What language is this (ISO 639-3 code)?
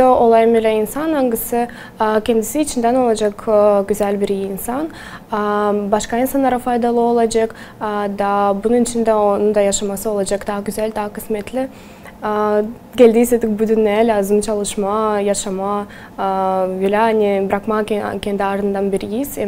gag